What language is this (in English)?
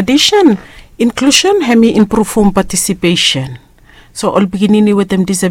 Bislama